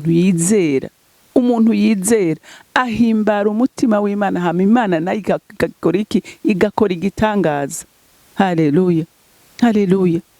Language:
Rundi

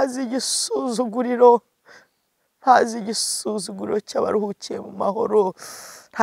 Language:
Kinyarwanda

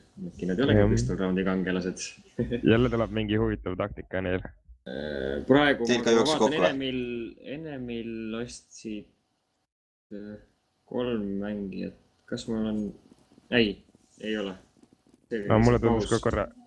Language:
Estonian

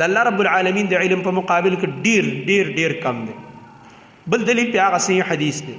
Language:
Pashto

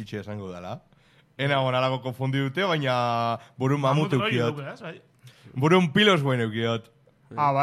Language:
Basque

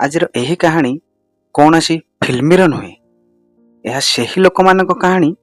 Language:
Odia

